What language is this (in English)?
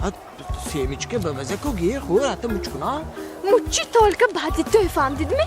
Tajik